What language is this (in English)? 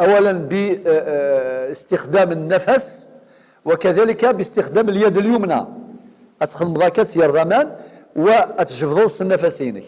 Algerian Arabic